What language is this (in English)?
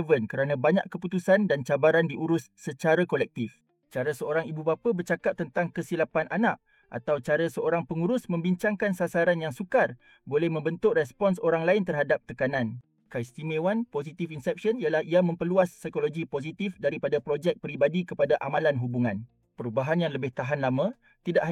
Malay